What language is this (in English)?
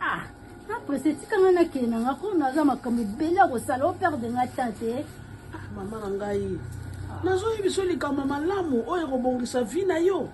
Lingala